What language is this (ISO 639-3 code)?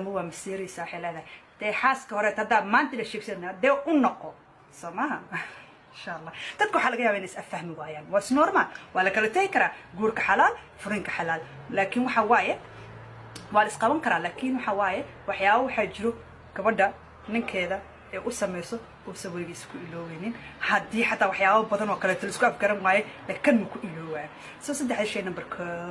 som